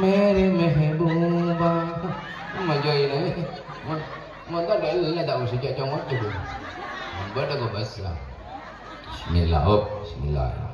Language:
Madurese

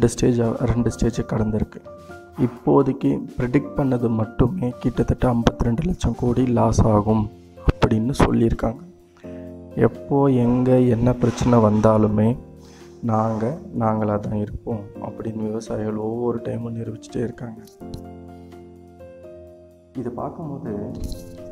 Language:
Tamil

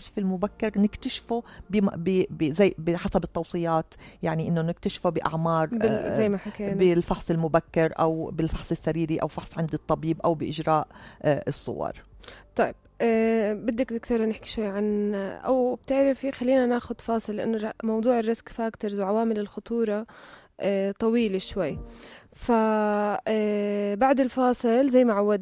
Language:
North Levantine Arabic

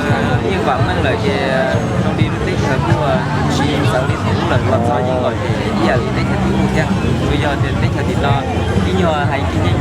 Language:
Hmong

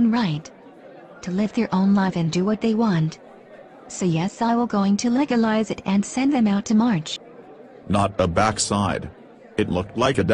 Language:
Jamaican Creole English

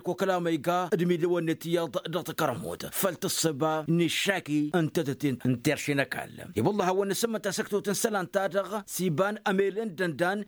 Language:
Tamasheq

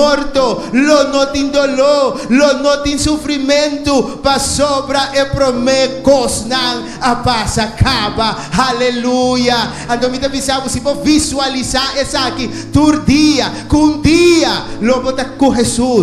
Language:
Papiamento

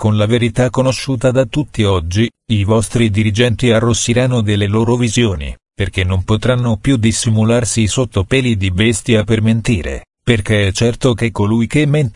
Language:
Italian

